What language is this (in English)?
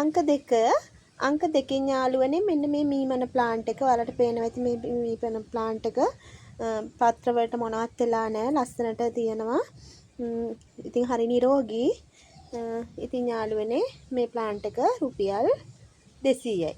Sinhala